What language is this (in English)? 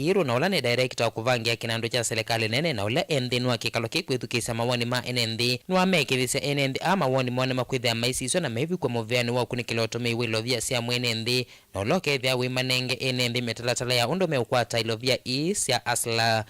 Kamba